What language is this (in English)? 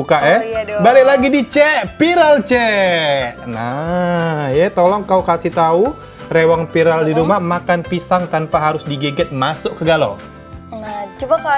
Musi